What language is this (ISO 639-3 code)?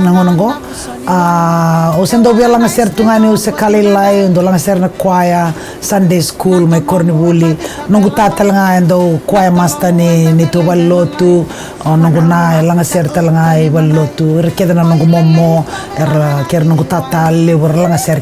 fij